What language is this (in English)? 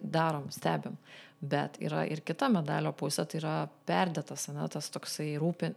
Lithuanian